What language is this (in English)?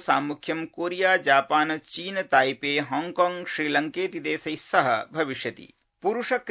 Sanskrit